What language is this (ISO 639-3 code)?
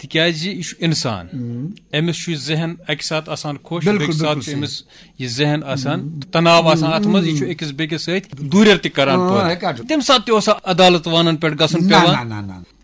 kas